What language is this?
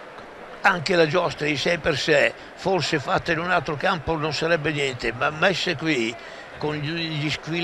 Italian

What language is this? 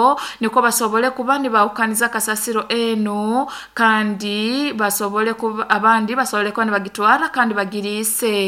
Nyankole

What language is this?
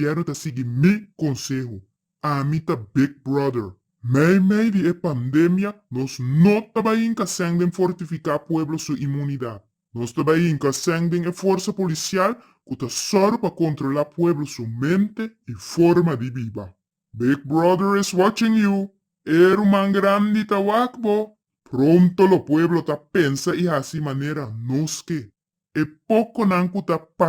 Papiamento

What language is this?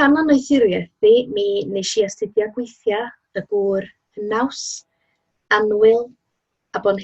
Welsh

